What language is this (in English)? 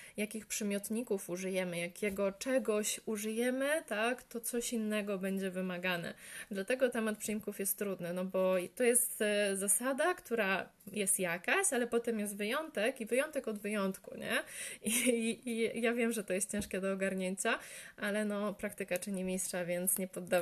Polish